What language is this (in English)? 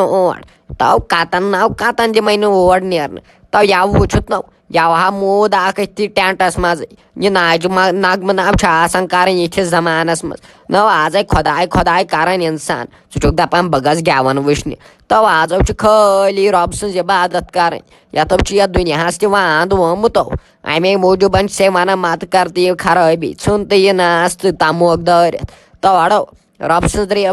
Kashmiri